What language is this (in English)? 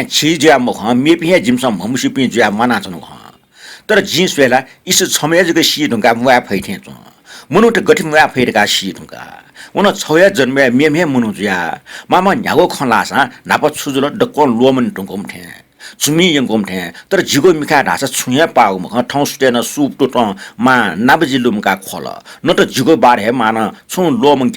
Newari